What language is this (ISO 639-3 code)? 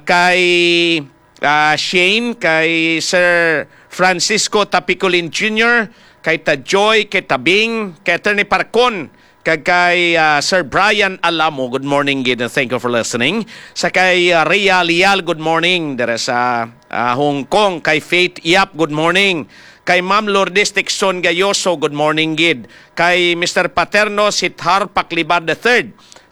hil